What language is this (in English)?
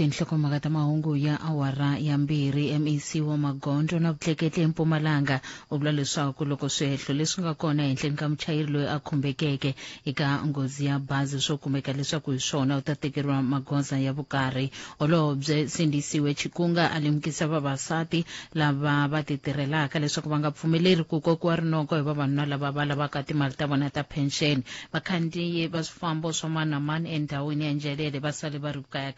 Tsonga